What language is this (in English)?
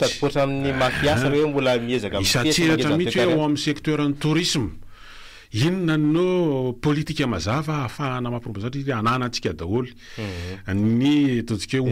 Malagasy